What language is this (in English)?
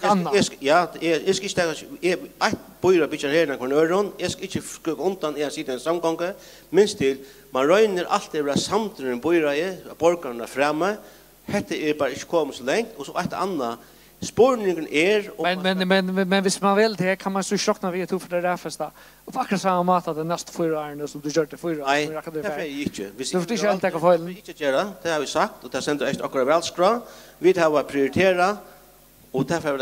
Faroese